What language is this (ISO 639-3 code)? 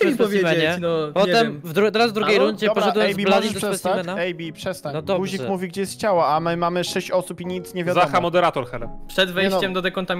pol